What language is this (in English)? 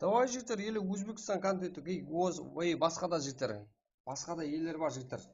Kara-Kalpak